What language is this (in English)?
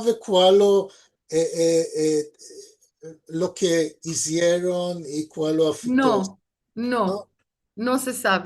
Ladino